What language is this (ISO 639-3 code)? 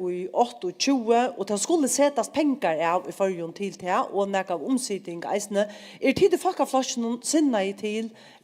fao